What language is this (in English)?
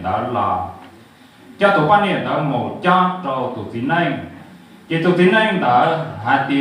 Hmong